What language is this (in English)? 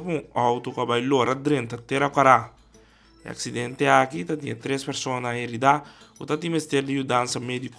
Papiamento